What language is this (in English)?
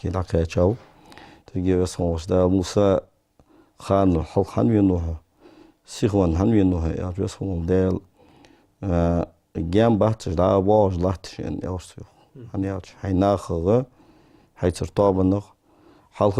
Ingush